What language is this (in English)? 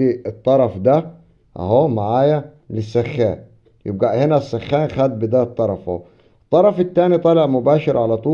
Egyptian Arabic